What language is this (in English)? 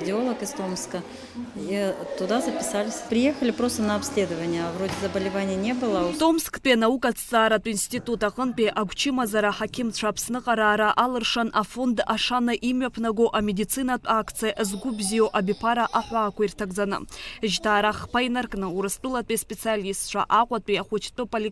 Abkhazian